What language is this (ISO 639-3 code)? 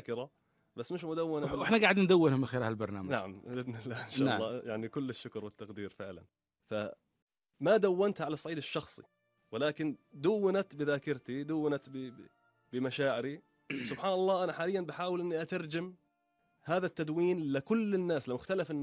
afb